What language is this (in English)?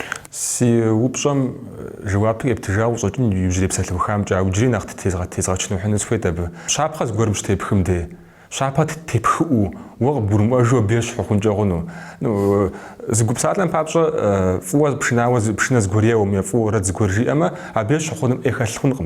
Kabardian